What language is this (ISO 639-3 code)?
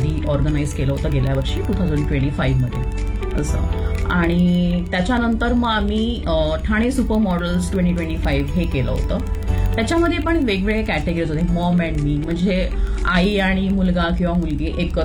mar